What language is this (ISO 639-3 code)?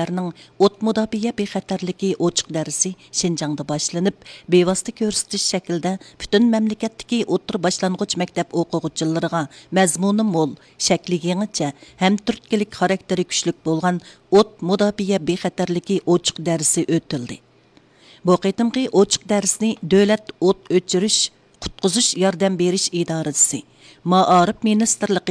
uig